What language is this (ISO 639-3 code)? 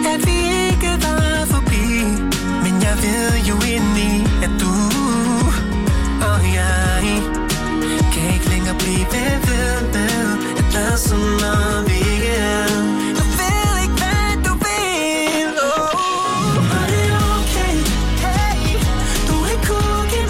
dan